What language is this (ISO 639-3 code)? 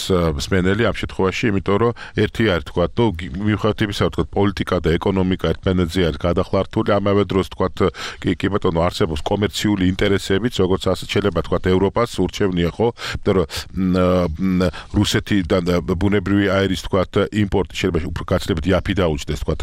kat